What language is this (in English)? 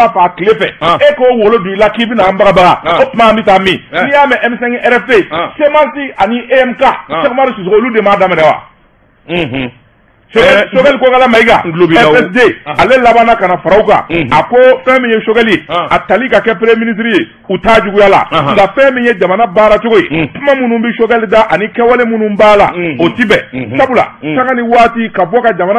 Bambara